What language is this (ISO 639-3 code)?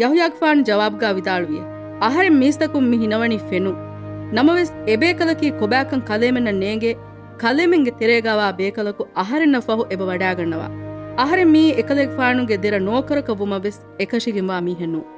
div